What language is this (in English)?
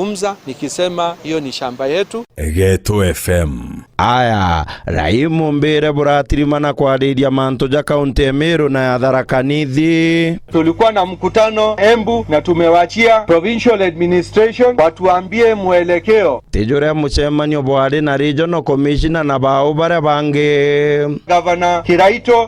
Meru